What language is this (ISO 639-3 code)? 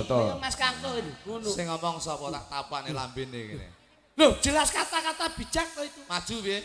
jav